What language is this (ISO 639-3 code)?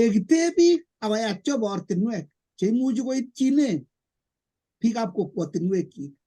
kln